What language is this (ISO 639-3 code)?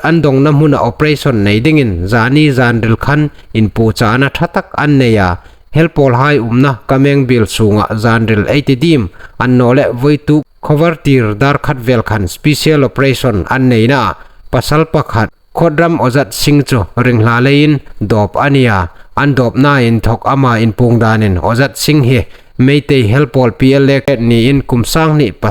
hmr